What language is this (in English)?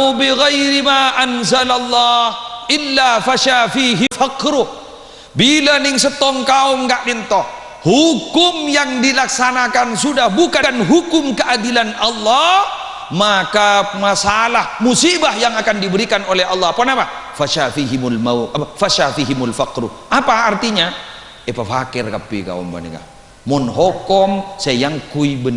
Madurese